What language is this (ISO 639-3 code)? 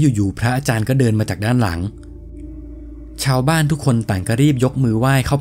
tha